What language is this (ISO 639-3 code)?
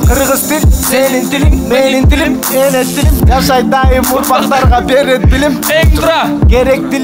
kir